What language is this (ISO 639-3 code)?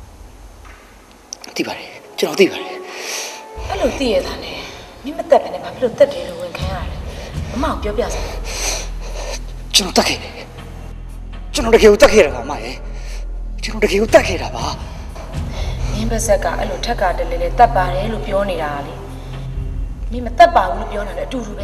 mya